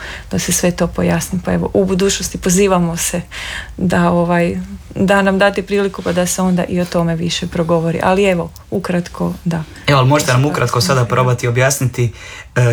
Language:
Croatian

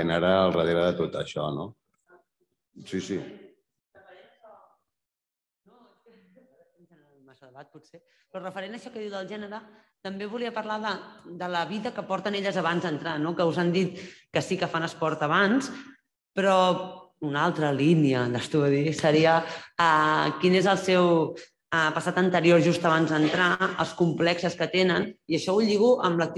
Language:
Catalan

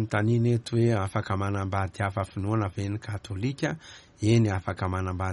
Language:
Malagasy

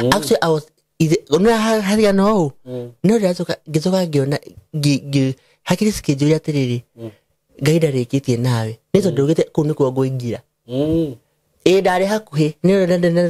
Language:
Kikuyu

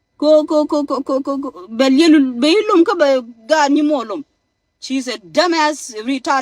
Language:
Nuer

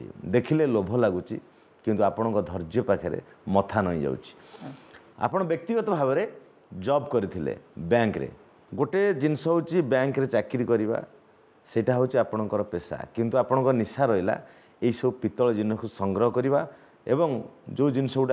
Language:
Odia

